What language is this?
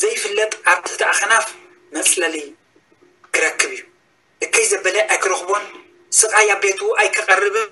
Tigrinya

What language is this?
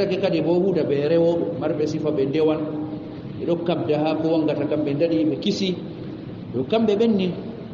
Fula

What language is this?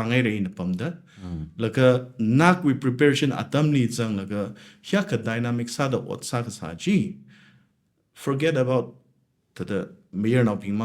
Tangkhul Naga (India)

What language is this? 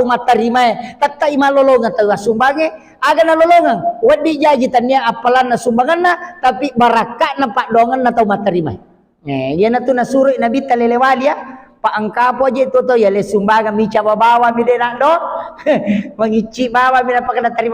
Buginese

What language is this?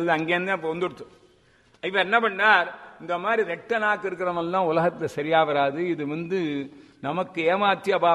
Tamil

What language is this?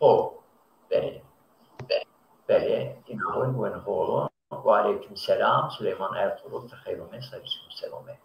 Zaza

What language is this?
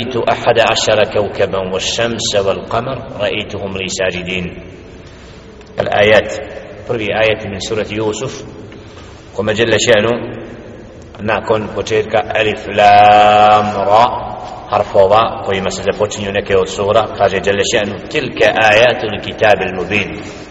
Bosnian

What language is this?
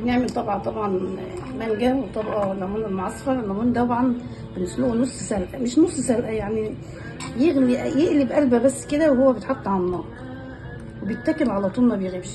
Egyptian Arabic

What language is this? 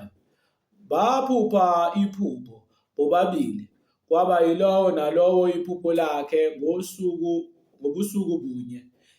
Zulu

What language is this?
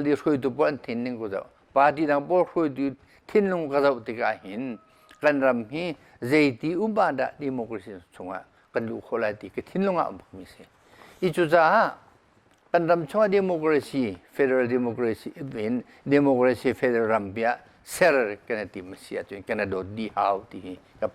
Hakha Chin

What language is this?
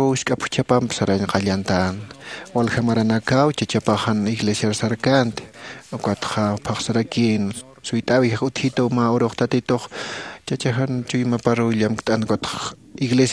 Aymara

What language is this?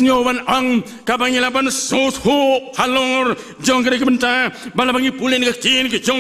Khasi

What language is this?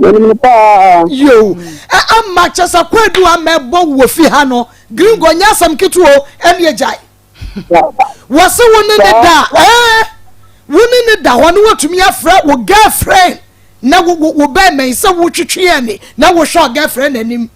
Akan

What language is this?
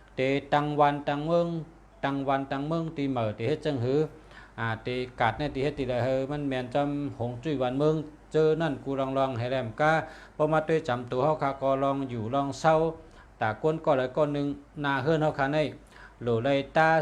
Shan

